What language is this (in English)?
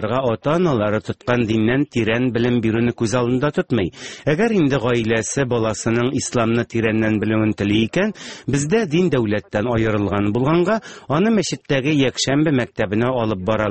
Tatar